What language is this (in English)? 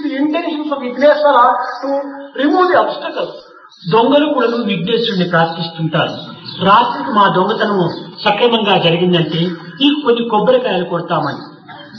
Telugu